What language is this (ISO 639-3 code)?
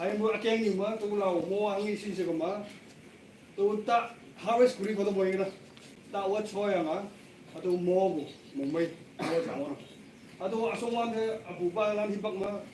nag